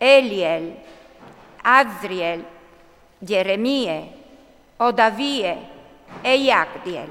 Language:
Friulian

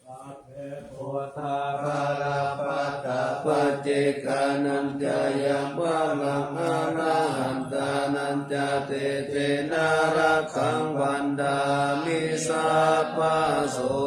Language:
Pali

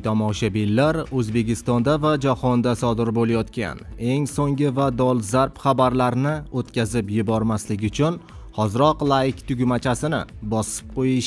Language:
Uzbek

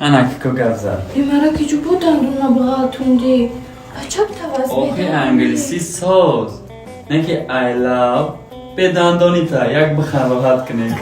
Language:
Tajik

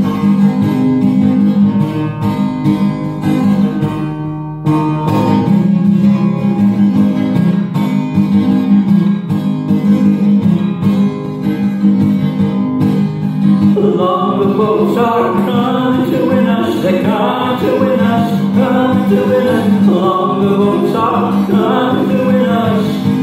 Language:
English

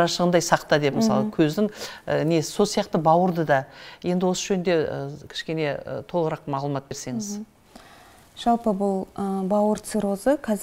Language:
Kazakh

